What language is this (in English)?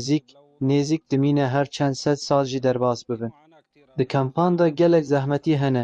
Kurdish